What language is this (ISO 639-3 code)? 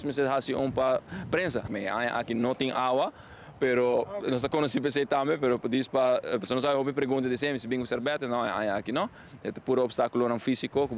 pap